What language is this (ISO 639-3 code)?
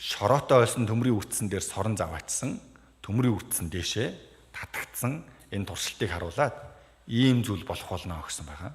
mon